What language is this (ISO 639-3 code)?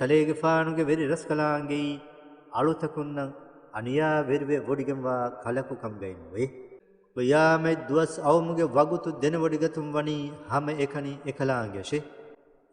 div